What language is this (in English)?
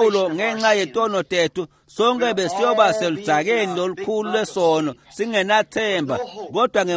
Swati